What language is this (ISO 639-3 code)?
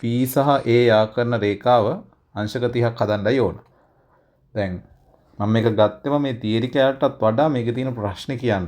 sin